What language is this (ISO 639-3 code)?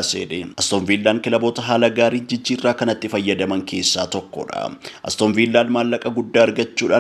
orm